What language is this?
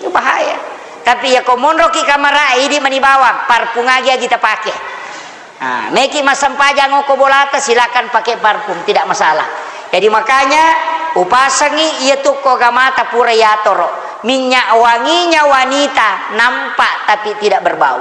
Buginese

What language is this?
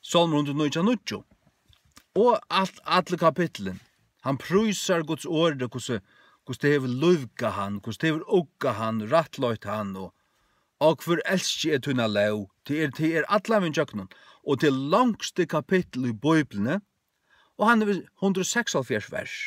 Faroese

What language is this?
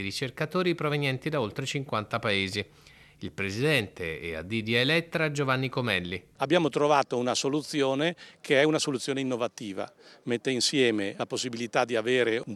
Italian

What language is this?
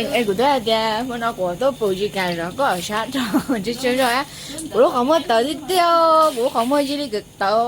Hmong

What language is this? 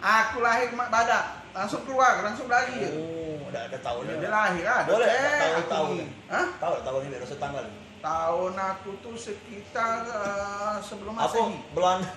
Musi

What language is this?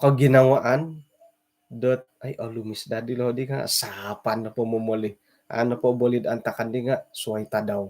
Central Dusun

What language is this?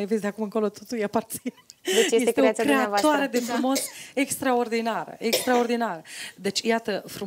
Romanian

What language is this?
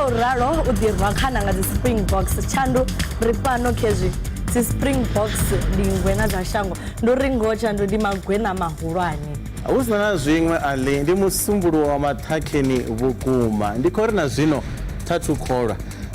Venda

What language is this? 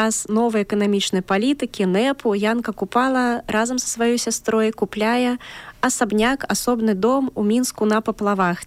Belarusian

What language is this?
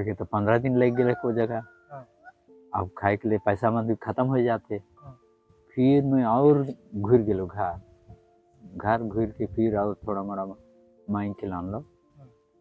Sadri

